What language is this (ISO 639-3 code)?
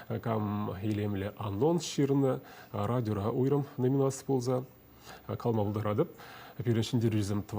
chv